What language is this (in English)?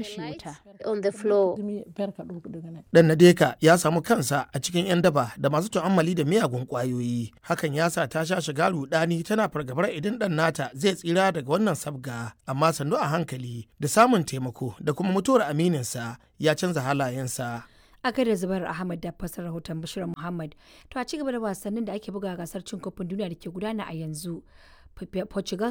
Hausa